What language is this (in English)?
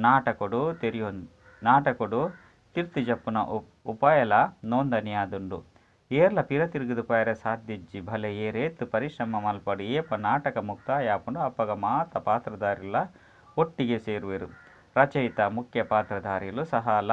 Tulu